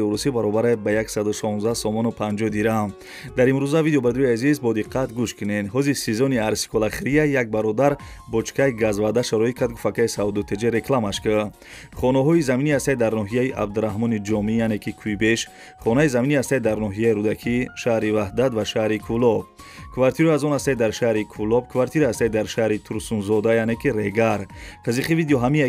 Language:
Tajik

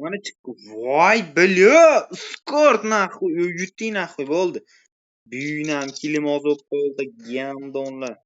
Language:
Uzbek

